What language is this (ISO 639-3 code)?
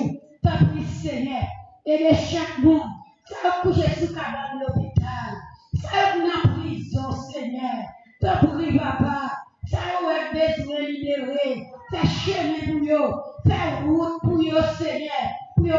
fra